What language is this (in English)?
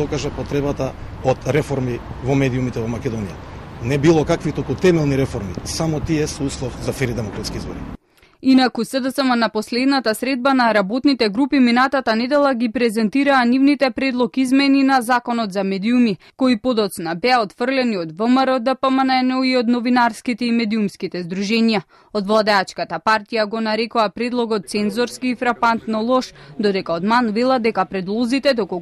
Macedonian